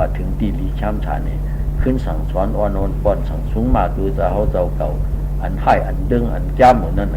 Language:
Shan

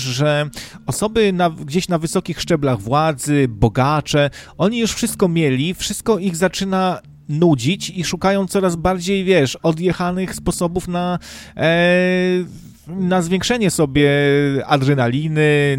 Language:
Polish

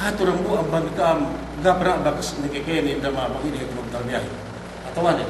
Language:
Yakan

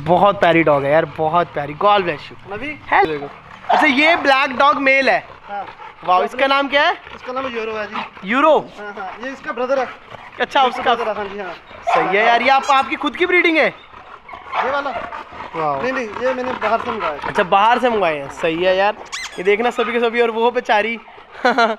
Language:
Hindi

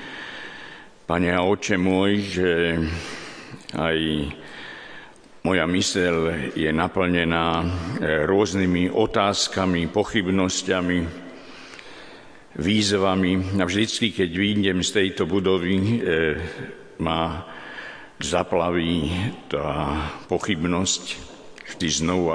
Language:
Slovak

